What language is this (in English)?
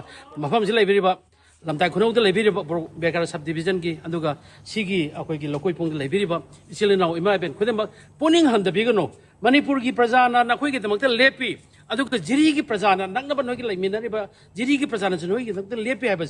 Manipuri